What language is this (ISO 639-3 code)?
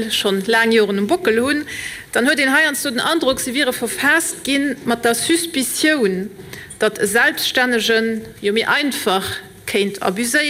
ltz